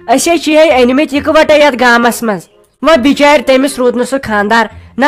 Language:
Kashmiri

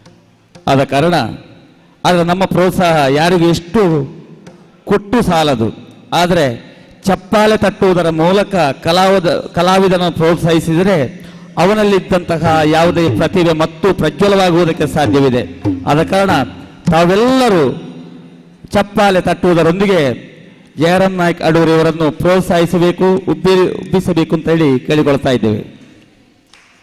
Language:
Kannada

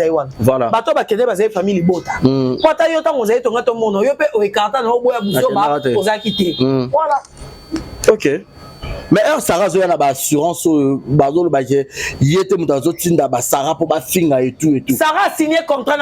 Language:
Lingala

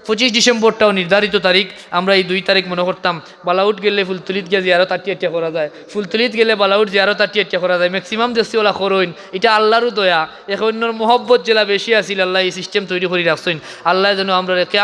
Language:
Sylheti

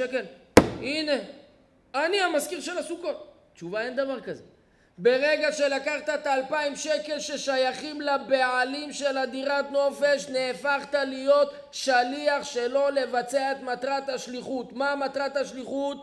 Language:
Hebrew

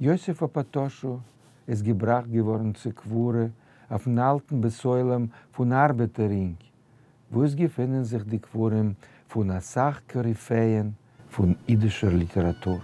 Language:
Yiddish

